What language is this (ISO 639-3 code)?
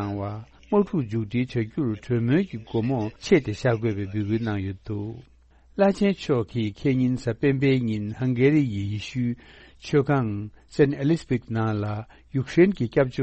bod